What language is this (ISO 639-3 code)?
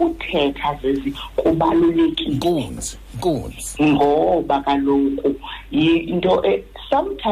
xho